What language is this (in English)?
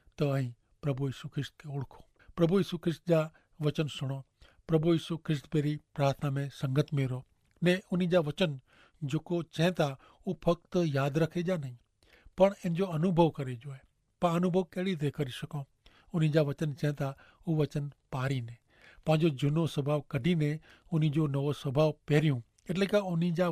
Kachhi